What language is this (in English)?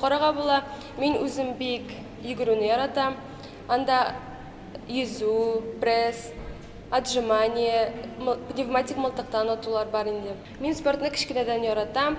Tatar